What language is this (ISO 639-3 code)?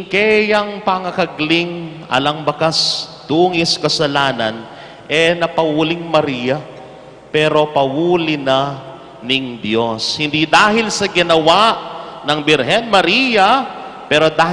pam